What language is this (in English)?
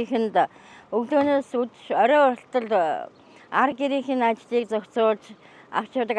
Mongolian